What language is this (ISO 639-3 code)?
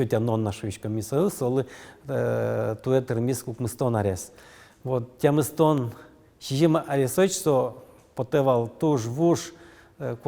udm